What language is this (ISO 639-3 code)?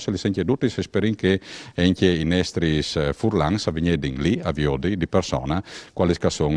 fur